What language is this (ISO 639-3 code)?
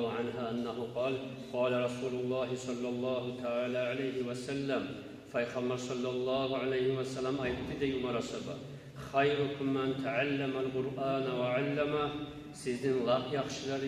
kum